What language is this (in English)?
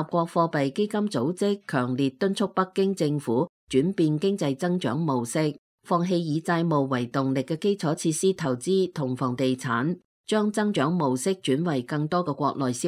Cantonese